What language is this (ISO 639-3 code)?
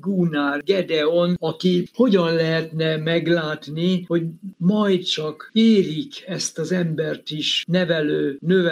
hun